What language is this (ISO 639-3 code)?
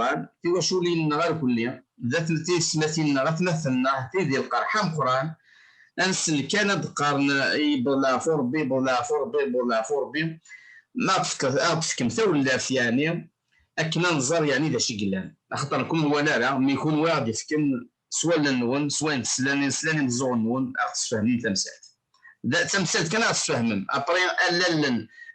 kab